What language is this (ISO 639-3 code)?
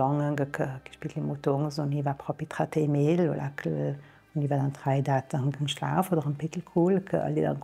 lld